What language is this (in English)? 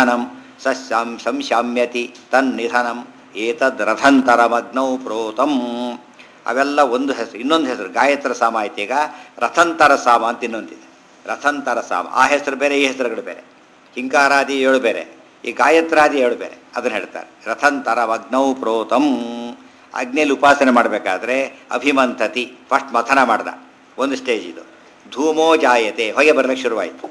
Kannada